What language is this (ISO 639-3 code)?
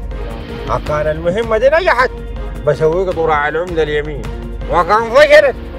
apd